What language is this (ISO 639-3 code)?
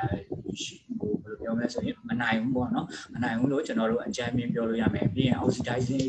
mya